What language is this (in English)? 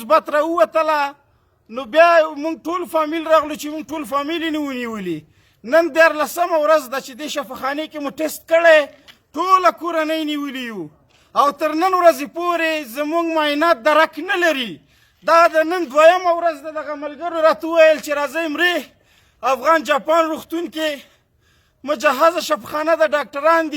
Pashto